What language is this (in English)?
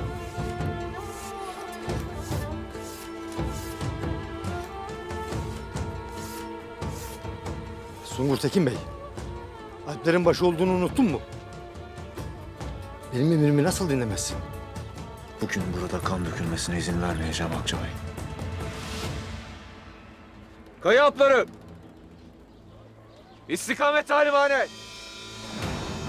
Turkish